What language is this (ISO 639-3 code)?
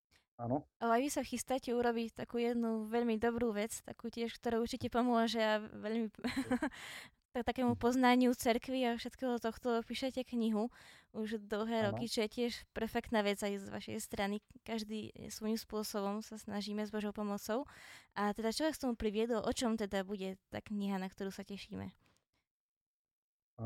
slk